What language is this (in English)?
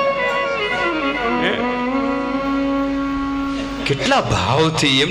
Gujarati